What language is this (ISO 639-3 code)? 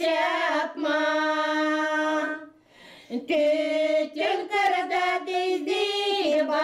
gag